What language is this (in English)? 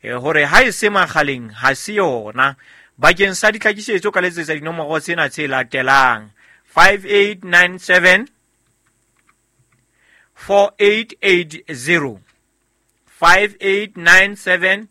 Southern Sotho